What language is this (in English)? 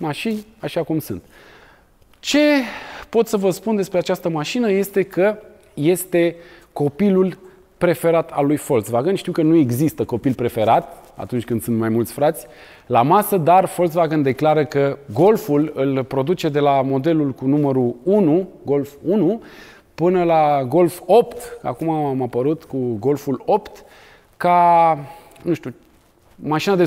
Romanian